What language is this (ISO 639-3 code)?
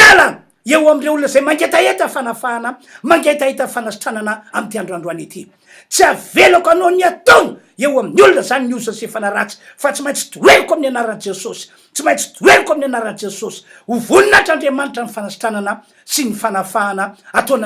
mlg